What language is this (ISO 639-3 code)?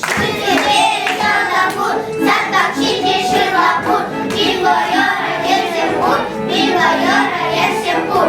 chv